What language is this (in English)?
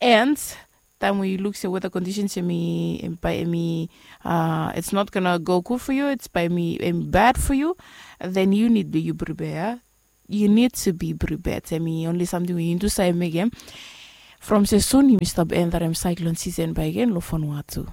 Bislama